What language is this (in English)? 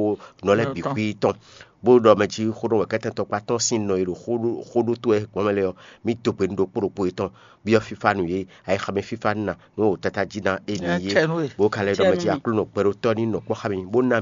Fon